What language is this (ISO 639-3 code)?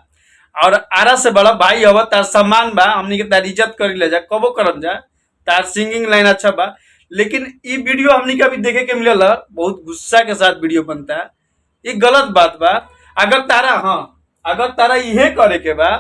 bho